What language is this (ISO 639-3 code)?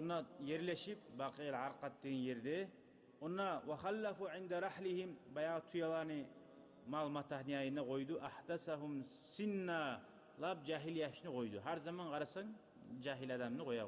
kum